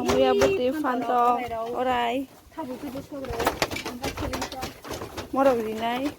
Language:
Kok Borok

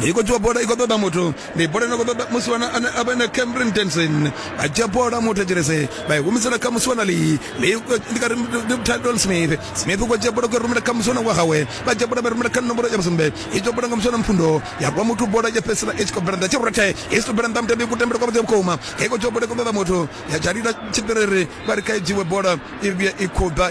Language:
Venda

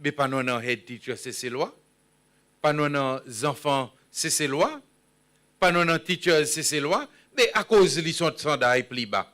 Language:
Seselwa Creole French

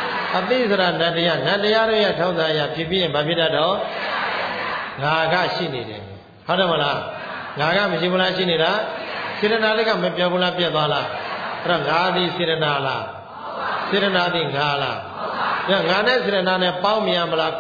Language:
Burmese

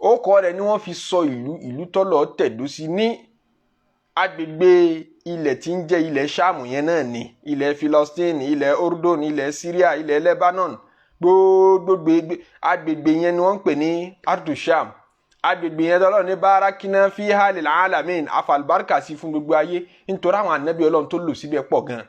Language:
Yoruba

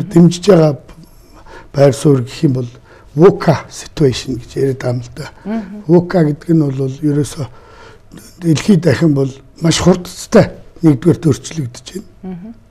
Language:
Mongolian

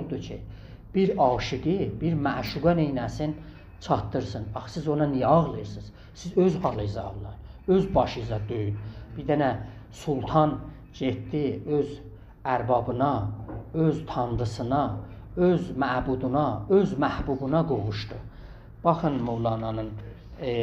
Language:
South Azerbaijani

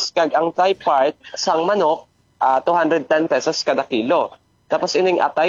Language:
Hiligaynon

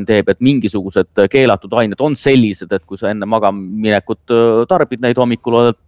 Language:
Estonian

